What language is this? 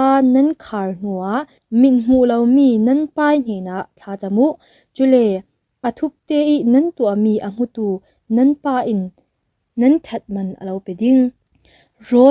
Falam Chin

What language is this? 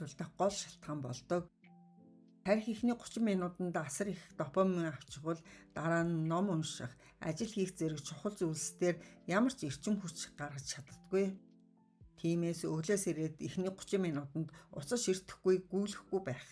Mongolian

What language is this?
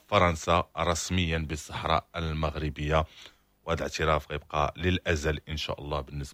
Moroccan Arabic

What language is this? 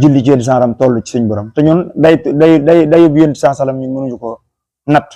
Wolof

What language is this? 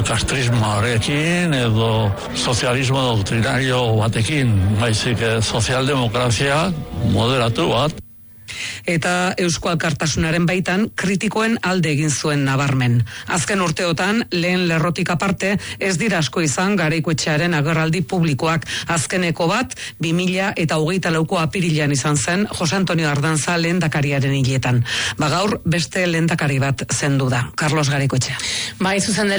Basque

